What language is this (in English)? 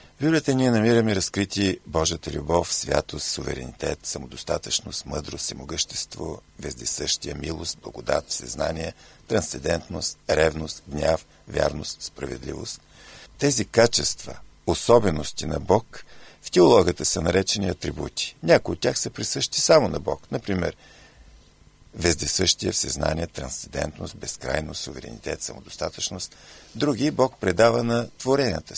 Bulgarian